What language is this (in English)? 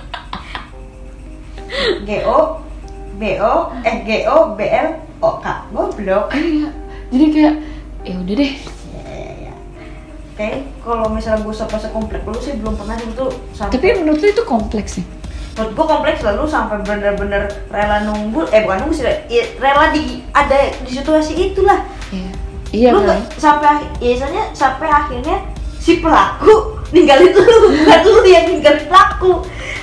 Indonesian